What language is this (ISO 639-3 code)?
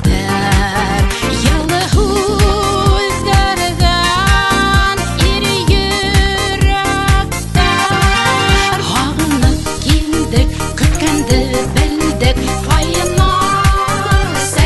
bak